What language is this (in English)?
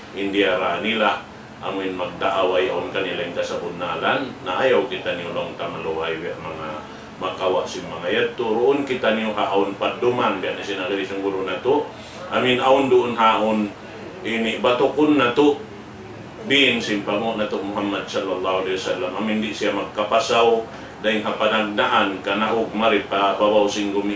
Tausug